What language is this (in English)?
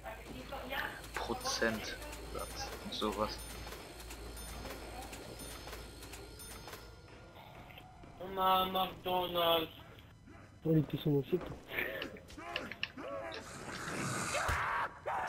German